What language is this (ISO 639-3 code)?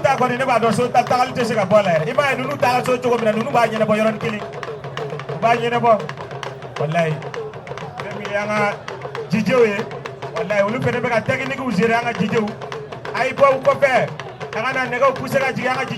bam